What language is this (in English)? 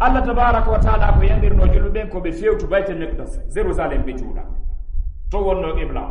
Fula